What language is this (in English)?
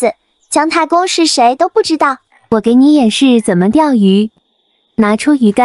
Chinese